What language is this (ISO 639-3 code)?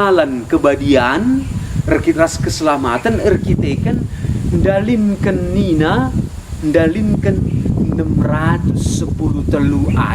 btx